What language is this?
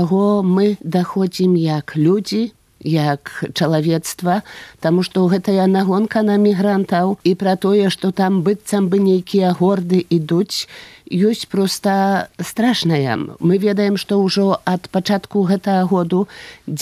Belarusian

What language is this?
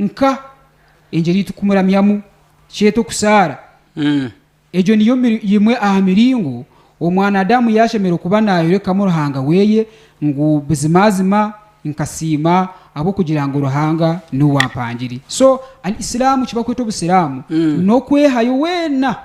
Nyankole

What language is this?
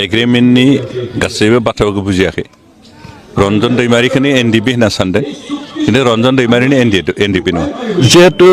Bodo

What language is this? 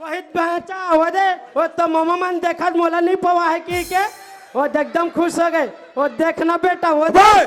Chhattisgarhi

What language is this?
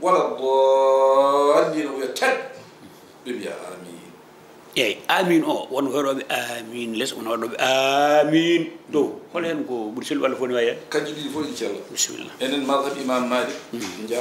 Fula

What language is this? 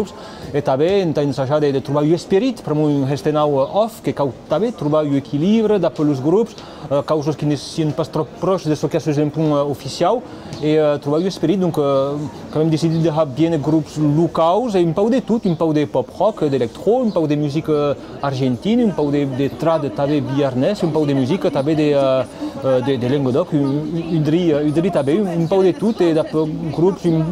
Occitan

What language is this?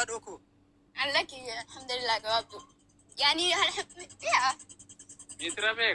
Oromo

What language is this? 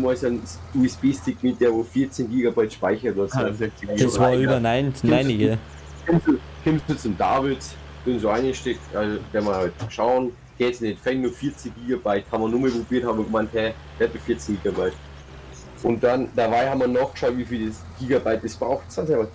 Bavarian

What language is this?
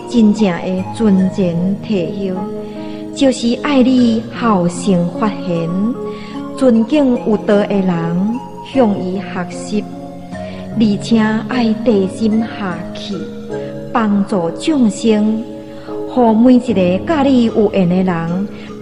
Min Nan Chinese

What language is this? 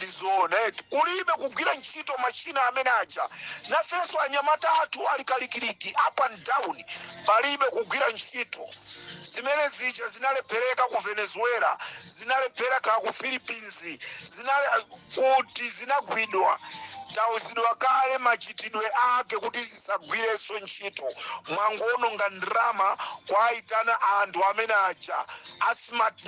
Nyanja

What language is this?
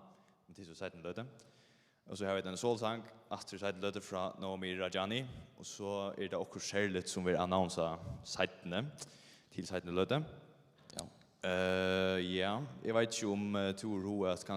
Faroese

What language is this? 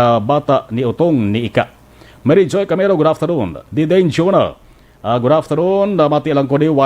Hiligaynon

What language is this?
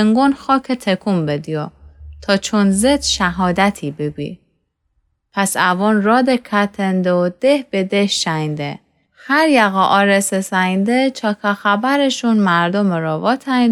Gilaki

